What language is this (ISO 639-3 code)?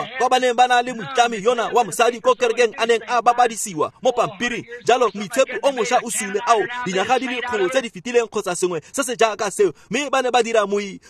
tsn